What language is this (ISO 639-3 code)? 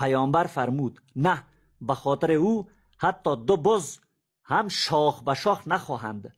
fas